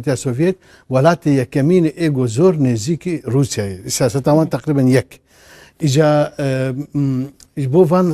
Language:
Kurdish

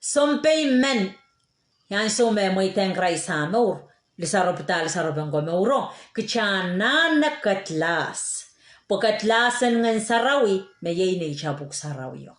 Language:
Pohnpeian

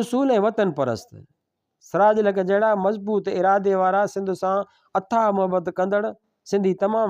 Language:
Sindhi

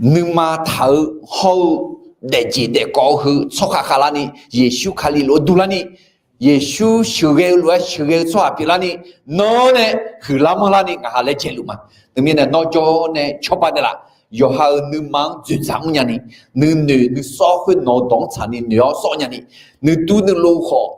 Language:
Akha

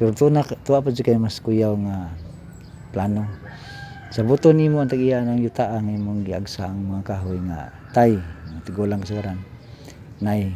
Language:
Cebuano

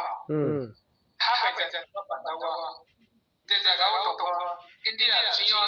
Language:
Riang (India)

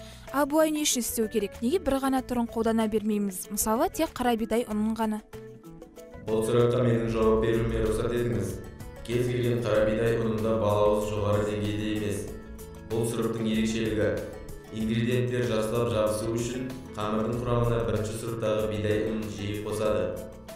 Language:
Kazakh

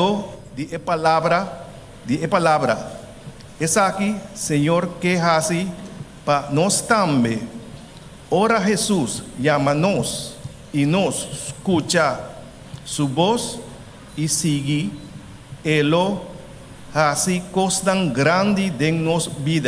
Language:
Papiamento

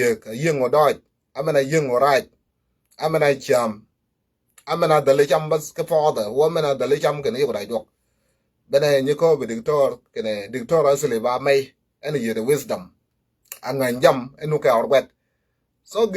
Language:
Nuer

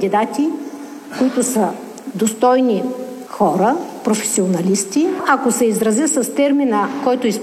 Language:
Bulgarian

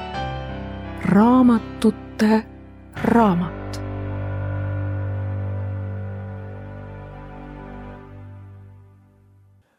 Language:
Estonian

